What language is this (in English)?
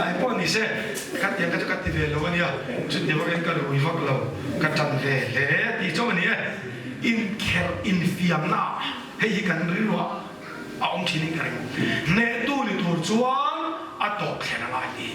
Mizo